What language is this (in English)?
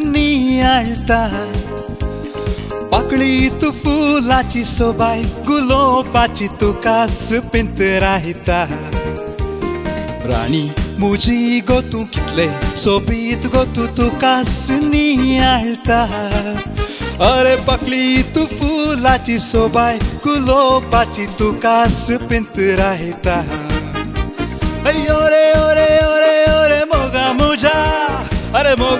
Konkani